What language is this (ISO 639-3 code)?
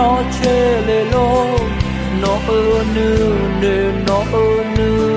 ahk